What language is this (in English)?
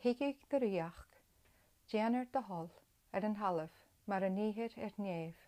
Scottish Gaelic